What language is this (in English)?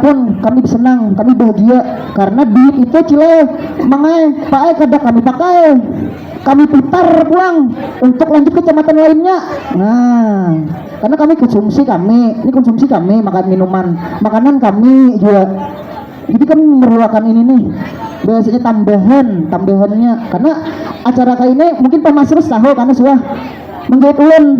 Banjar